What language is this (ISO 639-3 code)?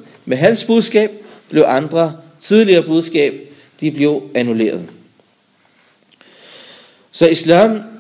dan